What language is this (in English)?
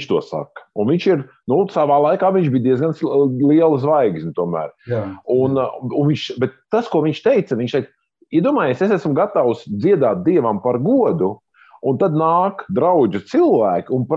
Latvian